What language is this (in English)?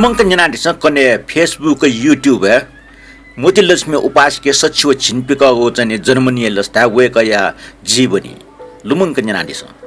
Newari